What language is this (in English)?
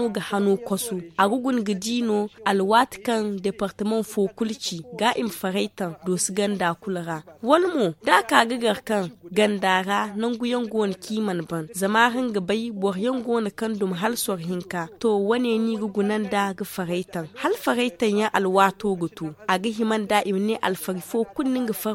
Zarma